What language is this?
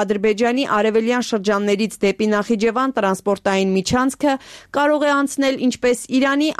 Armenian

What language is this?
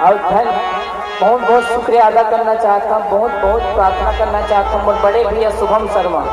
Chhattisgarhi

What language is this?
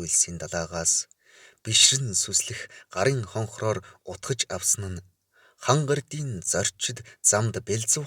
Mongolian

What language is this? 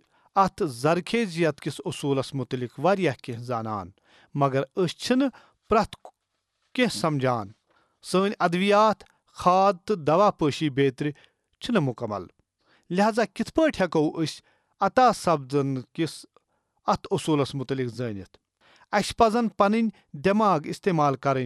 Kashmiri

